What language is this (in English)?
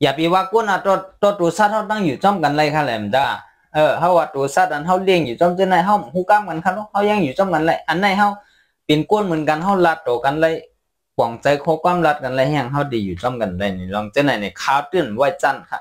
Shan